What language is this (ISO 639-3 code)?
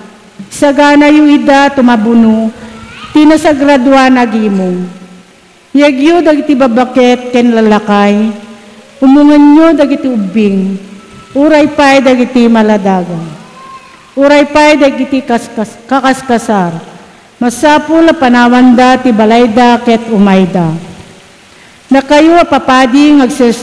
ilo